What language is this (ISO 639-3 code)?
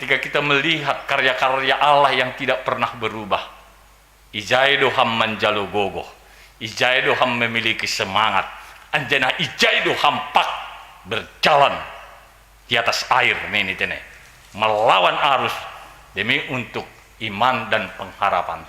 bts